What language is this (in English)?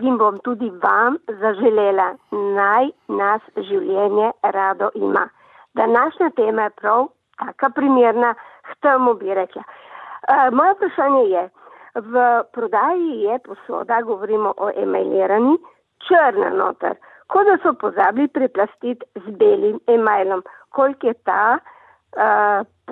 Slovenian